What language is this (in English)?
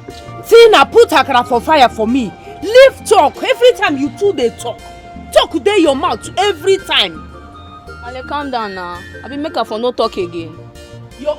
Nigerian Pidgin